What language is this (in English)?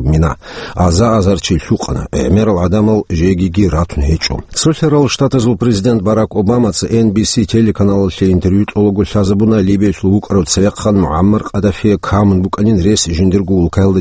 Avaric